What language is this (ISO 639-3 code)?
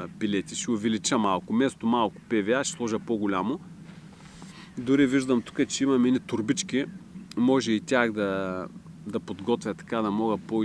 bul